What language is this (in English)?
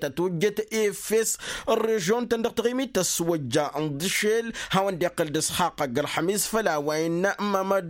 Tamasheq